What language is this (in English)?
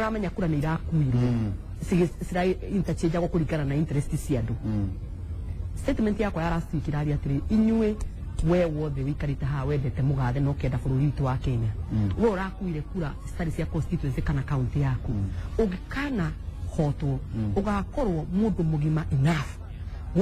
Kikuyu